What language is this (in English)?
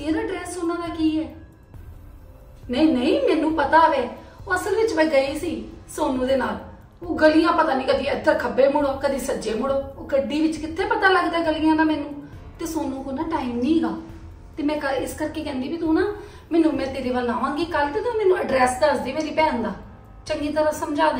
Punjabi